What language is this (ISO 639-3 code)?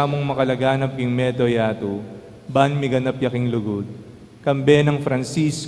pam